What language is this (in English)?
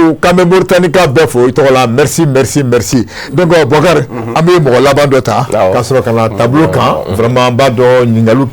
Bambara